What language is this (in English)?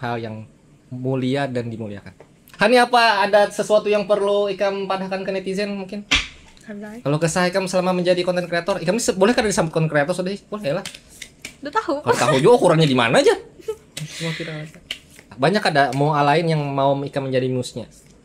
Banjar